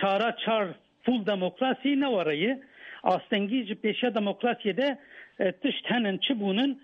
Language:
Kurdish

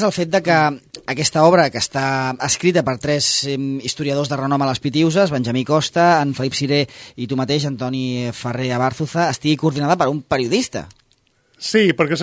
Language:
Catalan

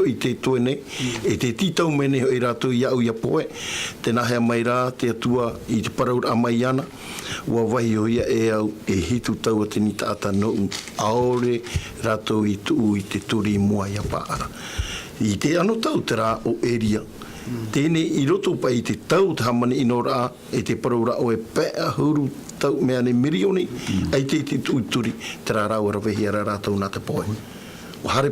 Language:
Tahitian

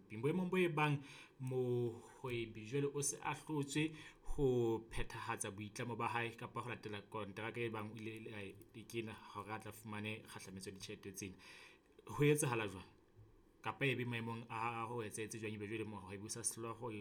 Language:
Southern Sotho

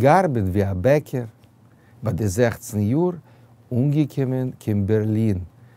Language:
Yiddish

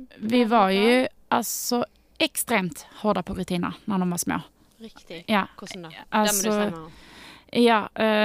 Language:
Norwegian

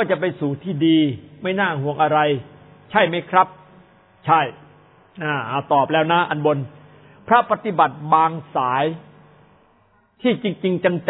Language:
Thai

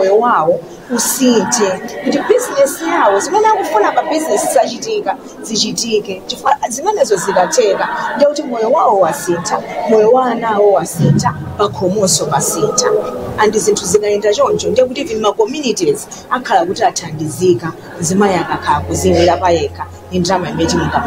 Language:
Nyanja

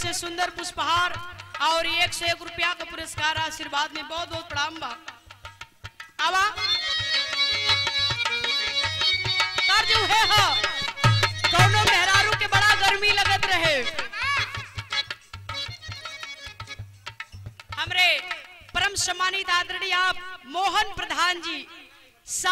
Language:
Bhojpuri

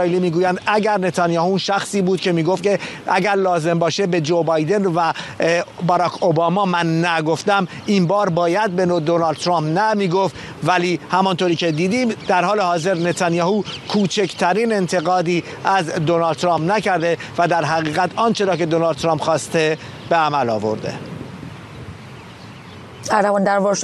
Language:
Persian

